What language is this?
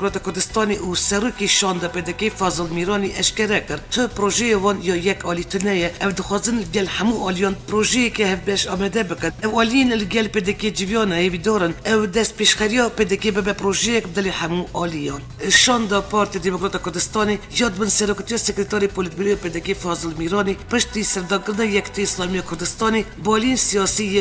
Kurdish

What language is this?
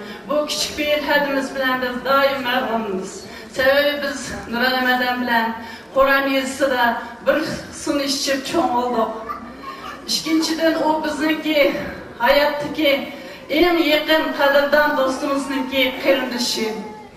Uyghur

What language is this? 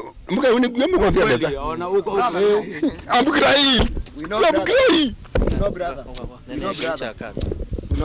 Kamba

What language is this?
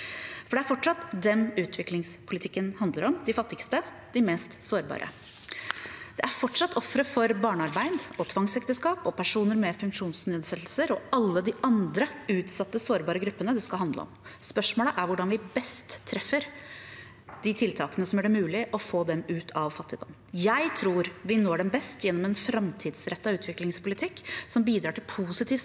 Norwegian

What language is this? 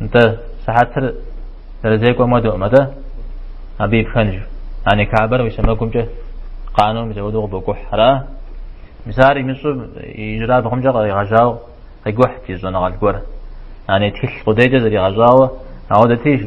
Kabardian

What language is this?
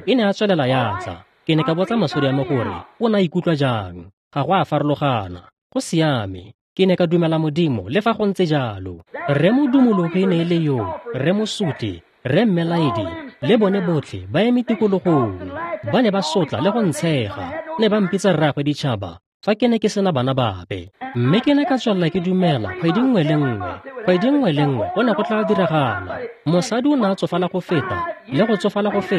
Tswana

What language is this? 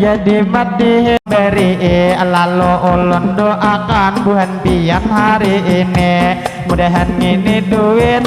Banjar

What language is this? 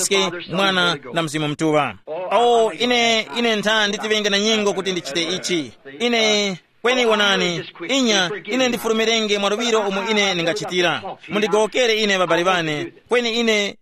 Tumbuka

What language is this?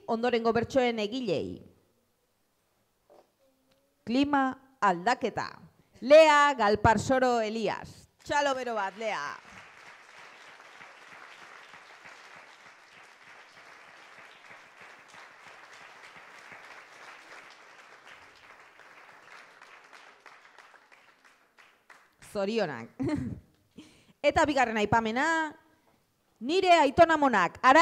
Basque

